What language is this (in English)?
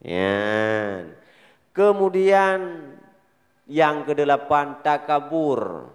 Achinese